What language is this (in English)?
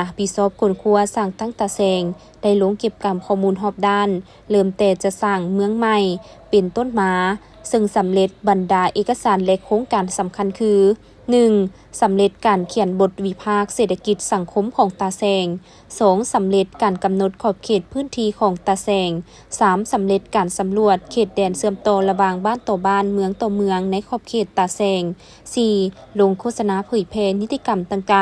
Lao